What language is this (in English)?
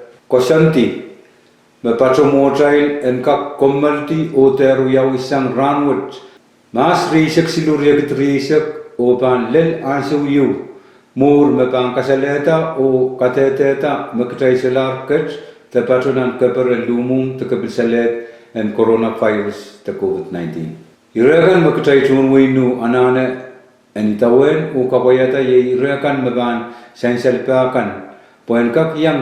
Pohnpeian